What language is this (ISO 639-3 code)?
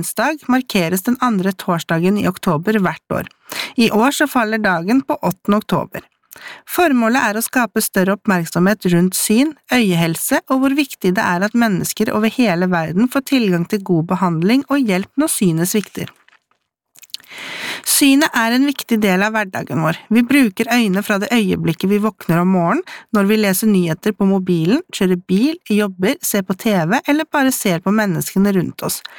nor